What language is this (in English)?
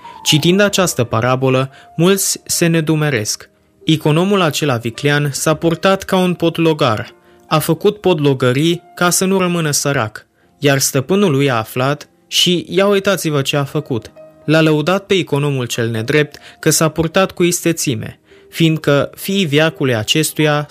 Romanian